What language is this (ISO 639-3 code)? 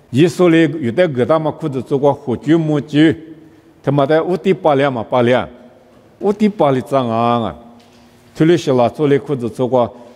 lis